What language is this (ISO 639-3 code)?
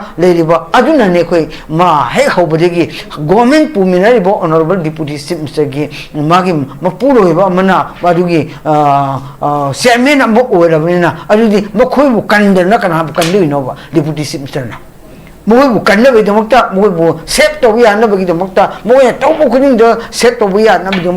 mni